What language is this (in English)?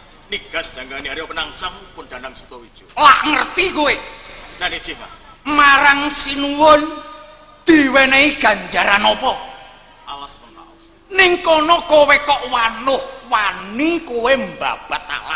Javanese